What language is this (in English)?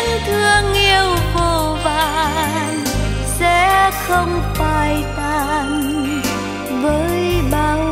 Vietnamese